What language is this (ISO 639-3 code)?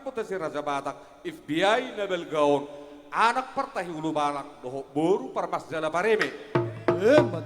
bbc